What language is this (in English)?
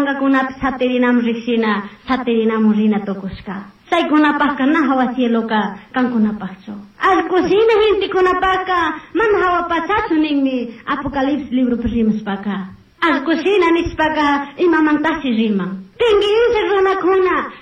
Chimborazo Highland Quichua